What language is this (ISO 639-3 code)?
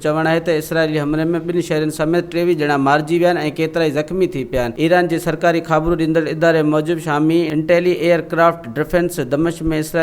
snd